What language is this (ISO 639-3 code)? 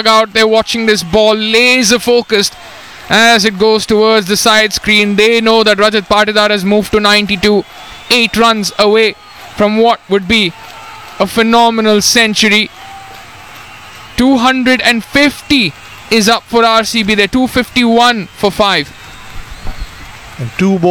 eng